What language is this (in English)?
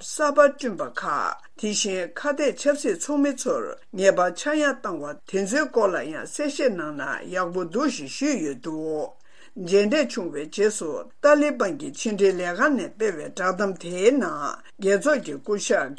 Tibetan